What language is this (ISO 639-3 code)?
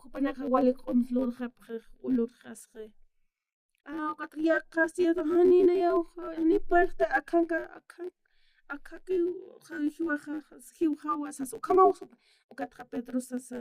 aym